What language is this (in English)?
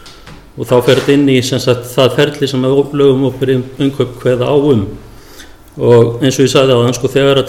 Icelandic